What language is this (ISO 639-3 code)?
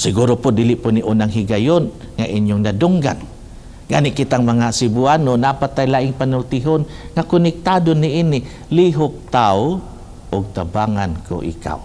ceb